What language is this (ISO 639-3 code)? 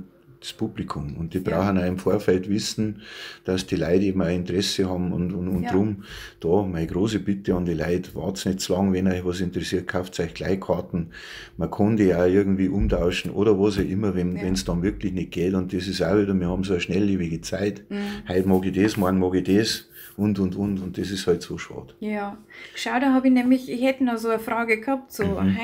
bar